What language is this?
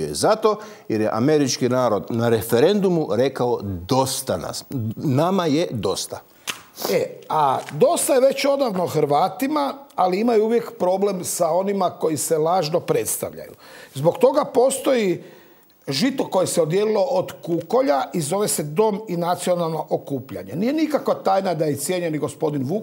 Croatian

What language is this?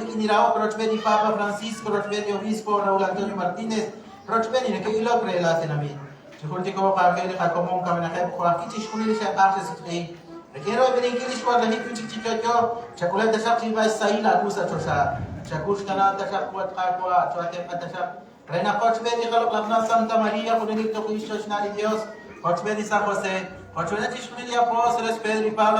Kekchí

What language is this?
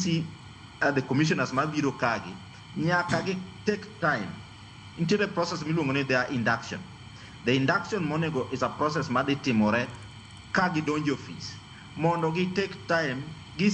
Luo (Kenya and Tanzania)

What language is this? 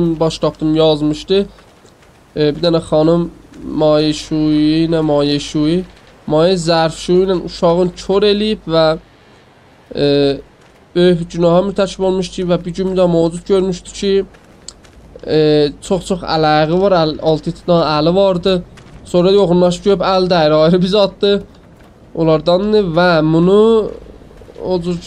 South Azerbaijani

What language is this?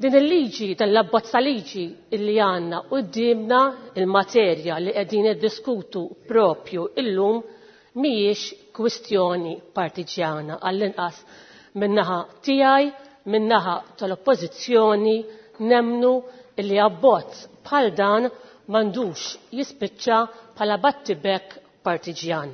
Maltese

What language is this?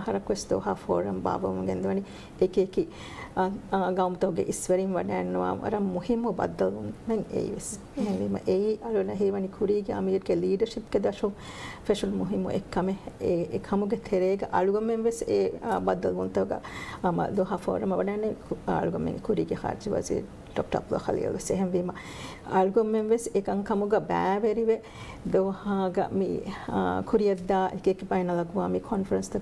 Divehi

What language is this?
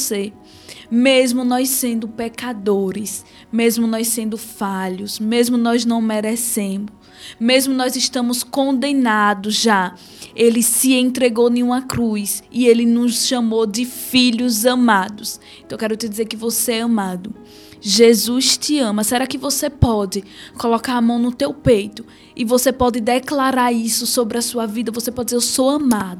Portuguese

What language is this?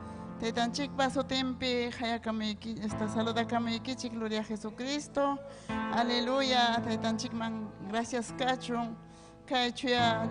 Ayacucho Quechua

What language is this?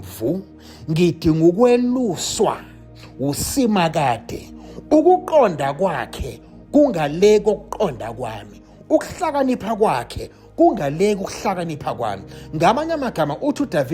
Zulu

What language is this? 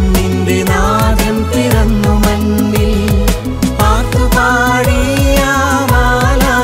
Malayalam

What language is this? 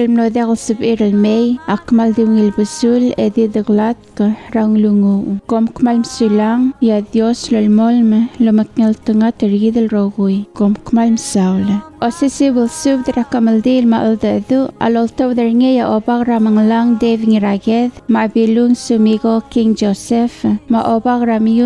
Palauan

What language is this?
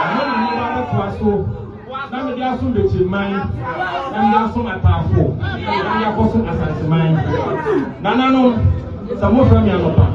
Akan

